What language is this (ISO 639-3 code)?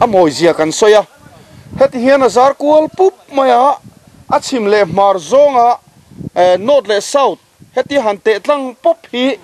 lus